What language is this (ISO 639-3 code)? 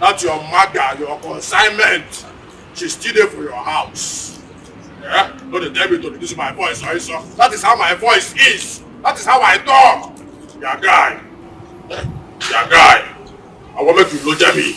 pcm